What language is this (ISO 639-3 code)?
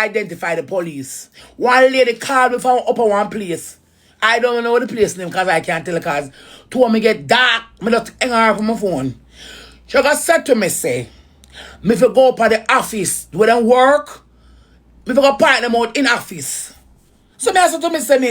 jam